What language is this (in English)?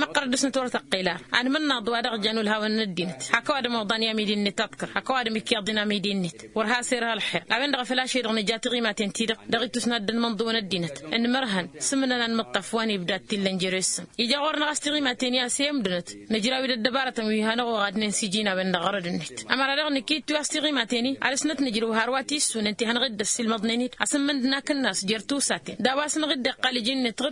Tamasheq